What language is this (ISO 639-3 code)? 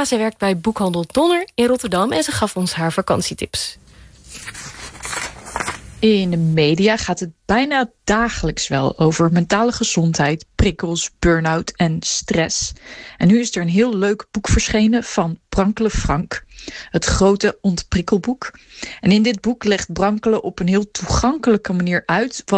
nld